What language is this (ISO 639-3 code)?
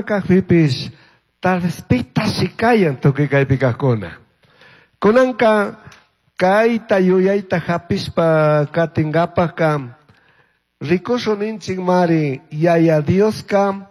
qug